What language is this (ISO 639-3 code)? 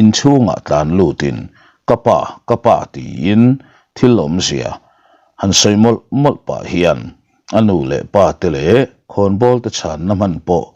lus